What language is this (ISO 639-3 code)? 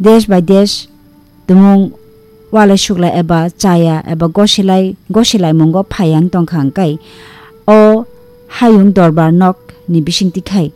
trp